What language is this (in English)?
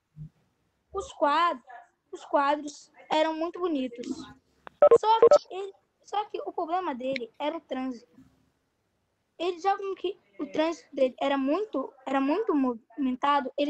Portuguese